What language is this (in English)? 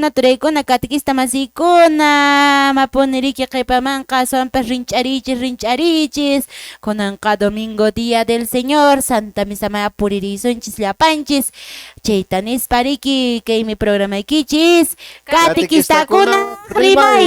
Quechua